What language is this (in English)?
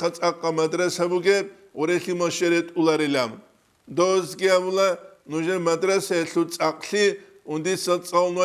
Avaric